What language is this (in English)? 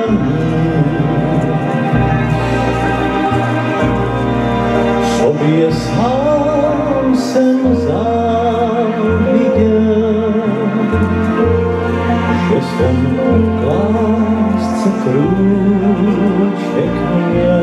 Czech